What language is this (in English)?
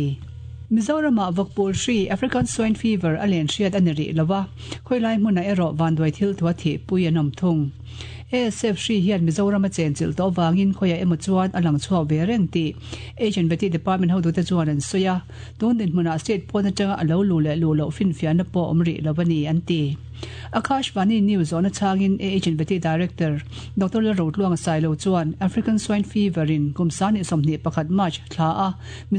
Mizo